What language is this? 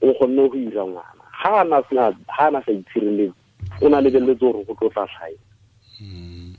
Tswana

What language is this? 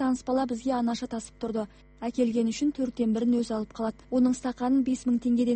Kazakh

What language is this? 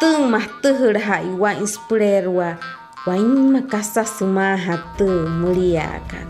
Wayuu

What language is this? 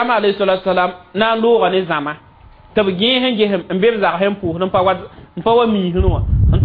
Mossi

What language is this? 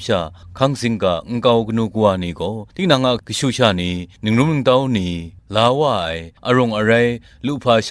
Kachin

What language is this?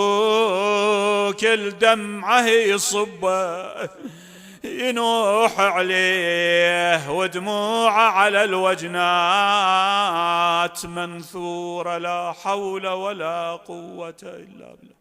Mesopotamian Arabic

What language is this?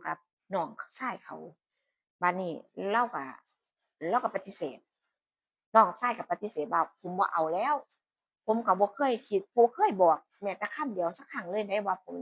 Northeastern Thai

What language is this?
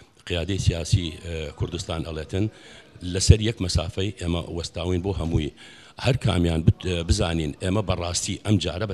Central Kurdish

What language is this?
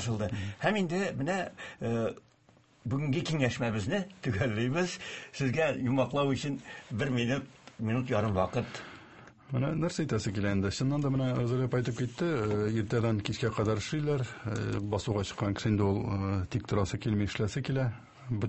Tatar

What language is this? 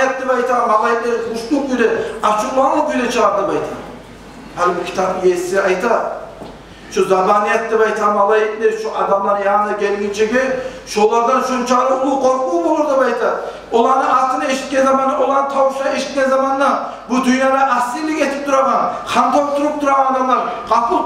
Kumyk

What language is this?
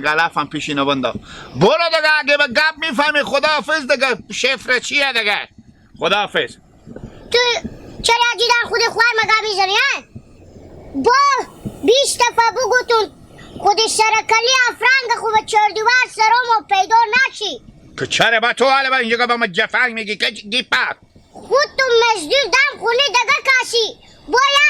Persian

